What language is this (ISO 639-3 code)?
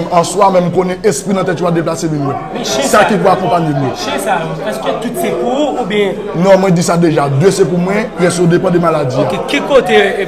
hat